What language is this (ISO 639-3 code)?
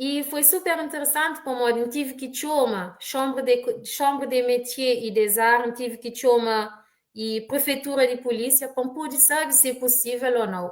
kea